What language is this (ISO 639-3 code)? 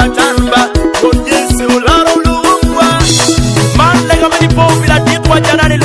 ach